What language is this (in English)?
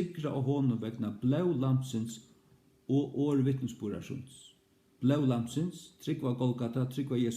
Faroese